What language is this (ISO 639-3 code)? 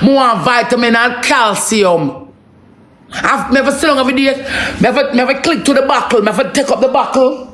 jam